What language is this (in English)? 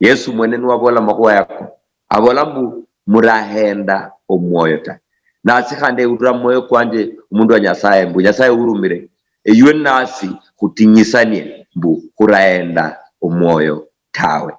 Luyia